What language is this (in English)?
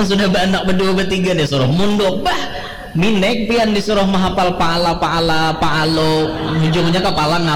Banjar